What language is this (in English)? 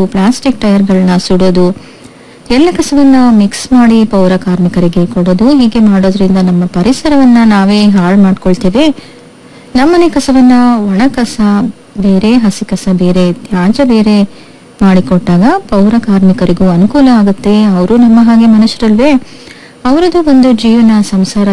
Kannada